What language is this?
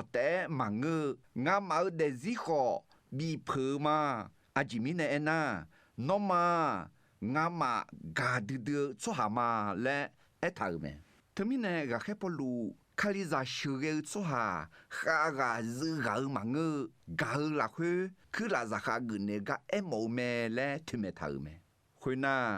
Akha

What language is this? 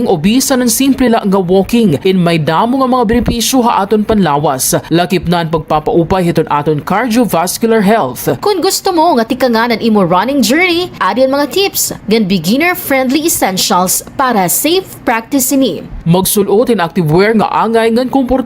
Waray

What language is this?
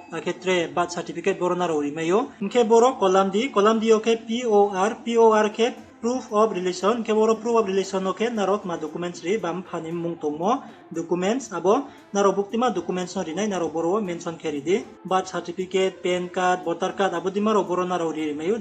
Riang (India)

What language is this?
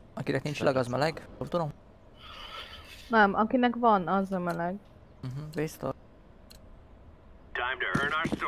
Hungarian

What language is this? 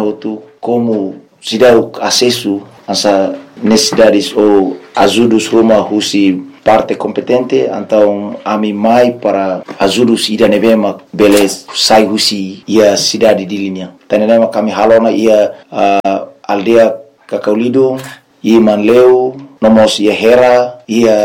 Tetum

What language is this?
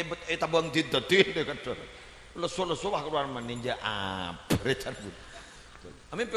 Madurese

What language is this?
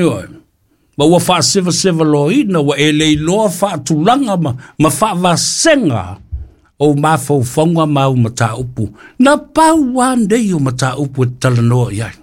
Samoan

